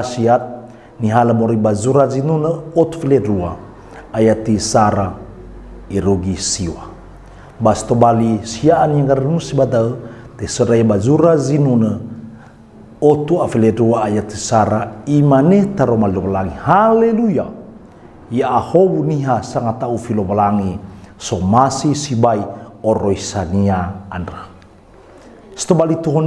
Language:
Nias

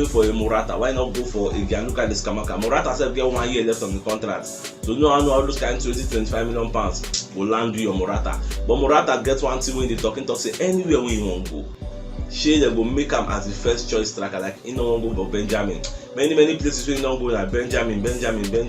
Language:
Nigerian Pidgin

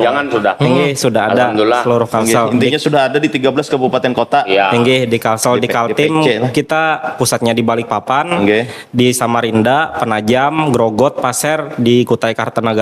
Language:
Banjar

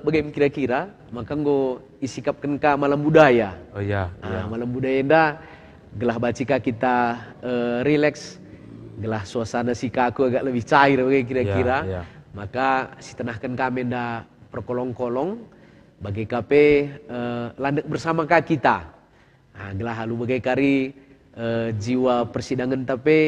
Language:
Batak Karo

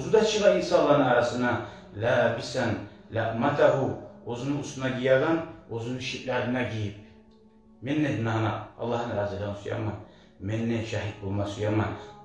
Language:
Kumyk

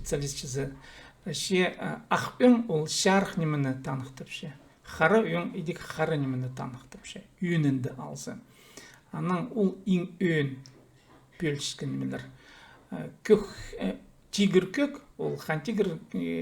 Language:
Khakas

